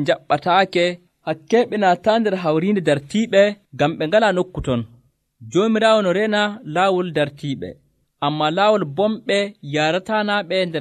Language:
Nigerian Fulfulde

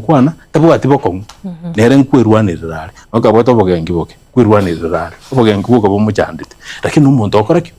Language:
Gusii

